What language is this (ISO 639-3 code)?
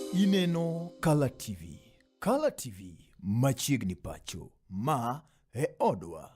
luo